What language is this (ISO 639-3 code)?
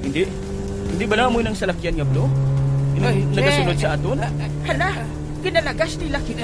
hil